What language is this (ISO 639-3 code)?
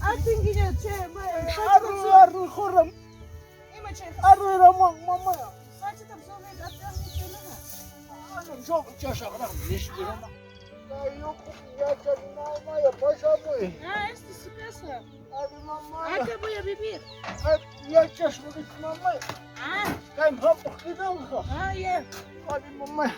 quy